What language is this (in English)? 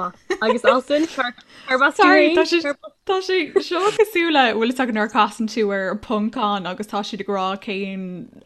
Irish